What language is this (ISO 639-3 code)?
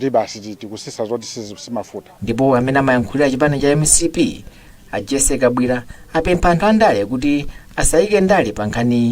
nya